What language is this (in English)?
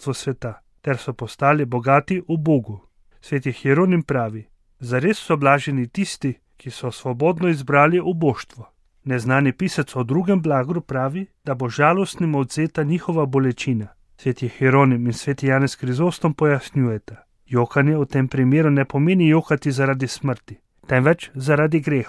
Slovenian